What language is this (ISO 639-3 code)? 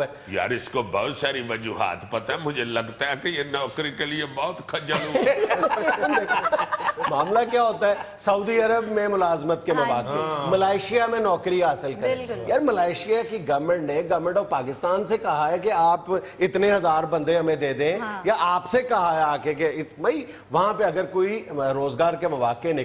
urd